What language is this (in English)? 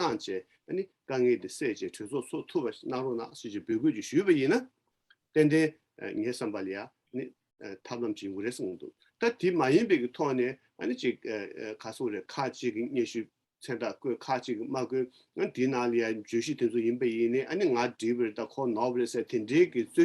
Tibetan